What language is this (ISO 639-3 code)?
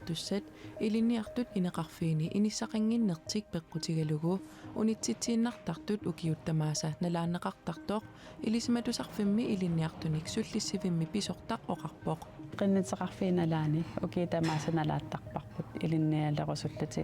kal